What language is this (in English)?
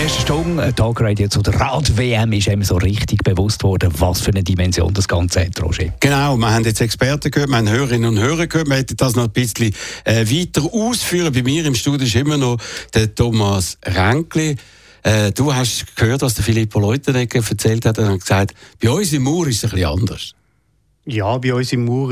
German